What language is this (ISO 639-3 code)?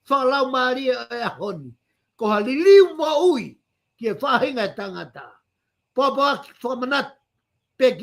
ton